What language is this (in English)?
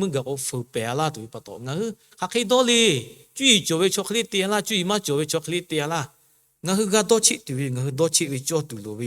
Lahu